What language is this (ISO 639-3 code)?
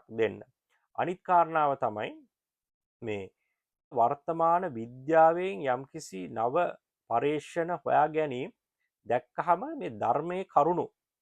sin